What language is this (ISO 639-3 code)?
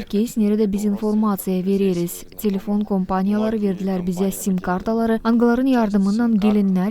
gag